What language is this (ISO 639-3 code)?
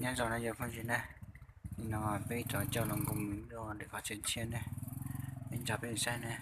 hmn